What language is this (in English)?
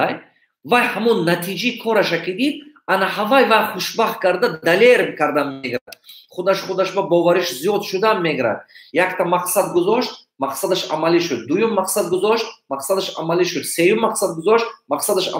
Tajik